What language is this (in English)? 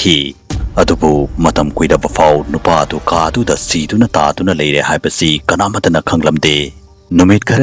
Manipuri